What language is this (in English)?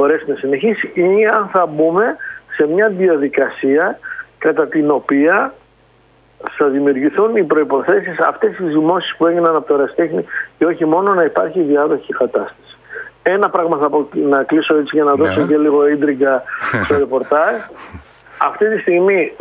Greek